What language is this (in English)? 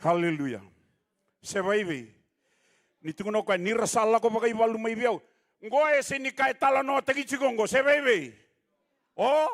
Fijian